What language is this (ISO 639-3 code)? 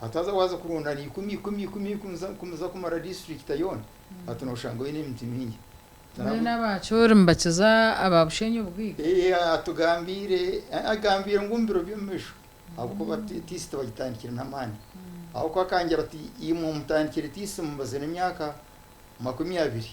nyn